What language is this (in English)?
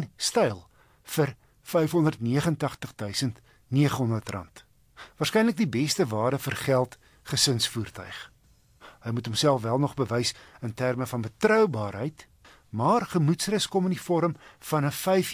Afrikaans